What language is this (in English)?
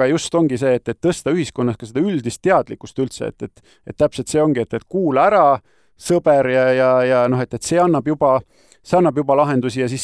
Estonian